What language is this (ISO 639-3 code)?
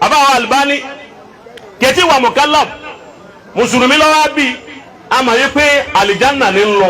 yor